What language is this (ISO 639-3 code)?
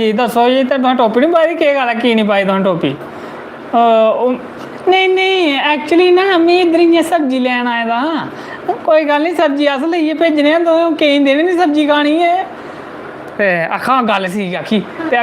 doi